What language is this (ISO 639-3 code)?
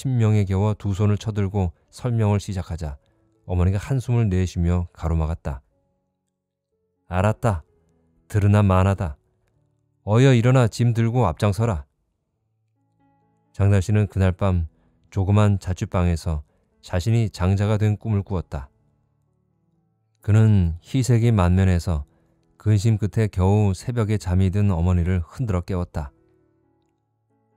kor